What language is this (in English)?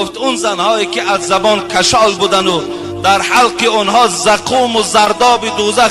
Tajik